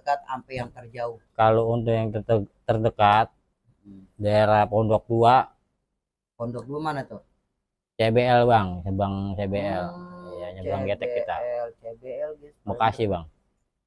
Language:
Betawi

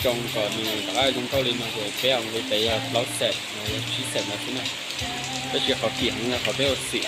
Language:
Hmong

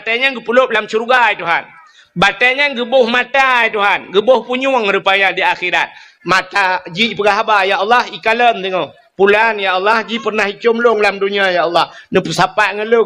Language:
Achinese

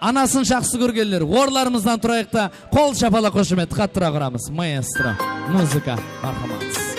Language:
Kara-Kalpak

